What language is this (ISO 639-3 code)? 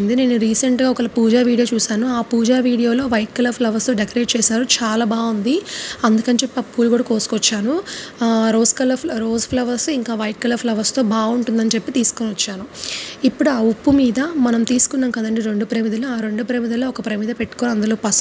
tel